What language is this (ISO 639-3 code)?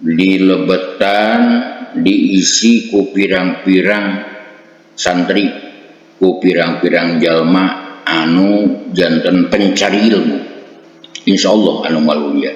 sun